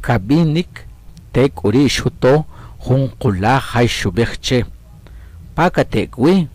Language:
Achi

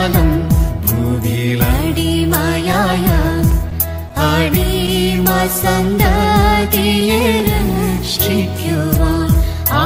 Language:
Malayalam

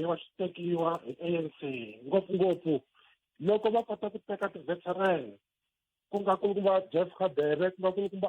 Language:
Tsonga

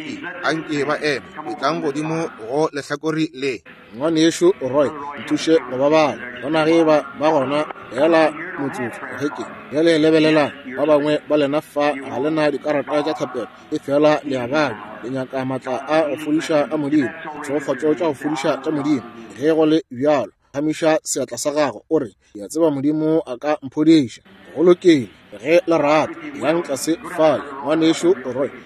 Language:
Northern Sotho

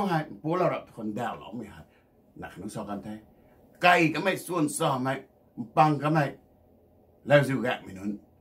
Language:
Rongmei Naga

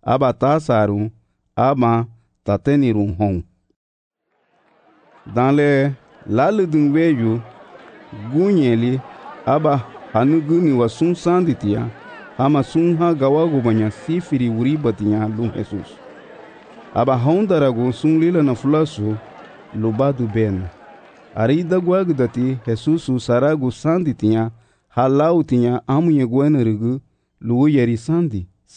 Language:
Garifuna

